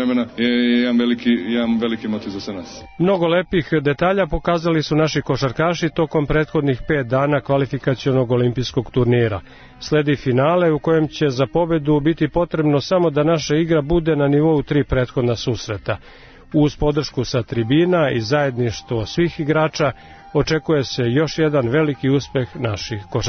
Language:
Serbian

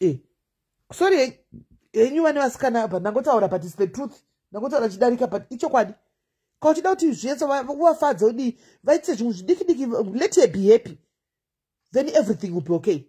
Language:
Shona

